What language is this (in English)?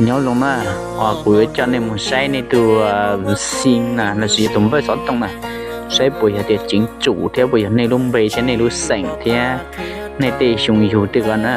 Hmong